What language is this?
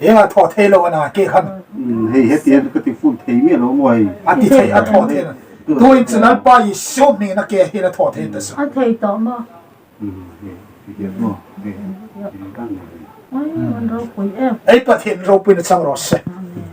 Hmar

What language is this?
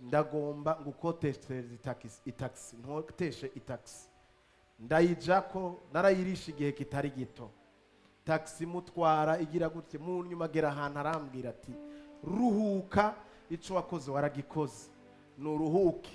Rundi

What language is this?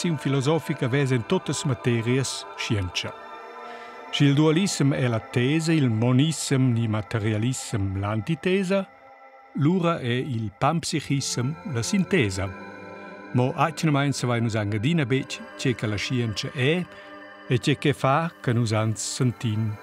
Romansh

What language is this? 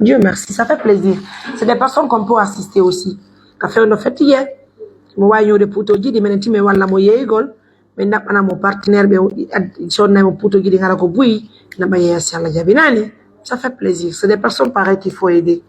Pular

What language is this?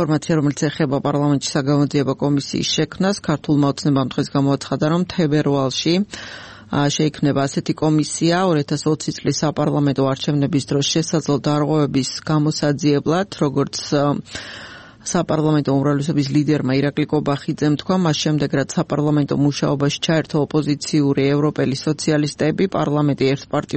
Georgian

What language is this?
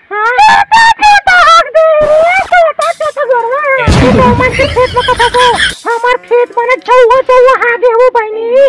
Chhattisgarhi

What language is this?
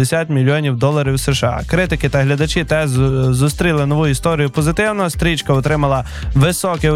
Ukrainian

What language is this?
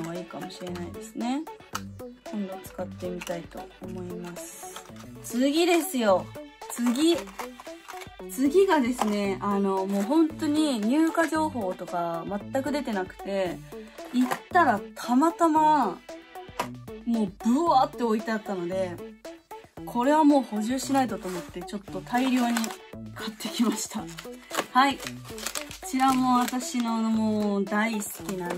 Japanese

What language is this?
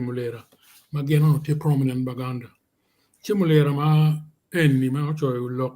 Acoli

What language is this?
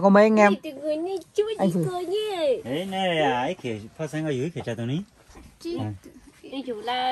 Vietnamese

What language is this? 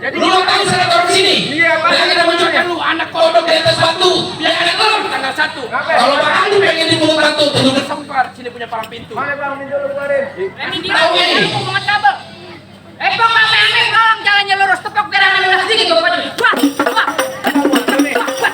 Betawi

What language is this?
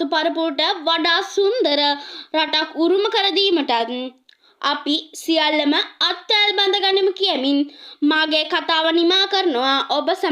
Sinhala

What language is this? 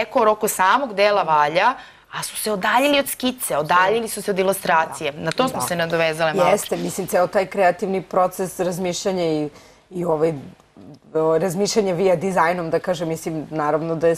Serbian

